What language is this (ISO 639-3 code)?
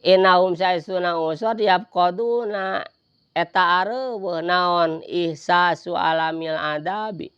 sun